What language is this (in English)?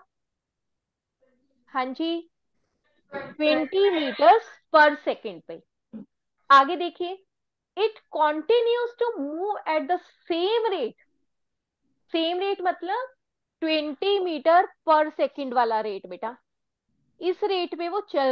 Hindi